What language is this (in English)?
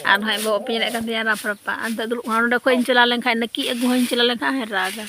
Santali